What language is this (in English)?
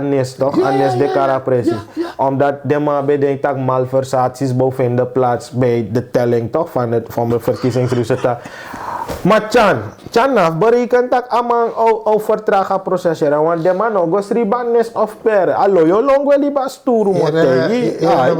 Sranan Tongo